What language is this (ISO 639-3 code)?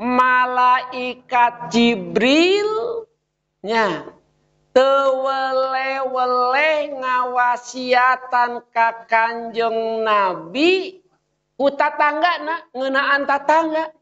sun